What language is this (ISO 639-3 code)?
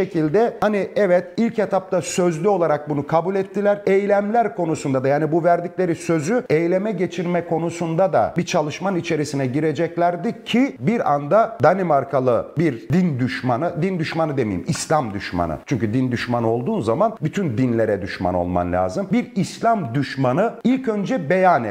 tur